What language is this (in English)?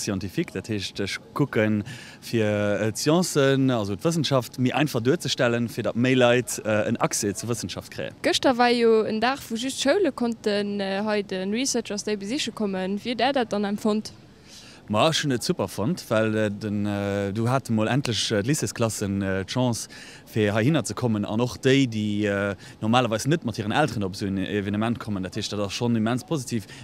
Luxembourgish